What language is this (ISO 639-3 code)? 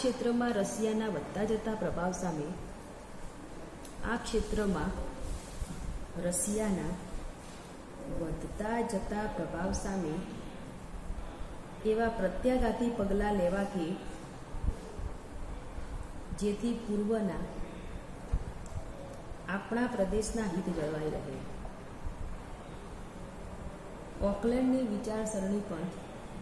guj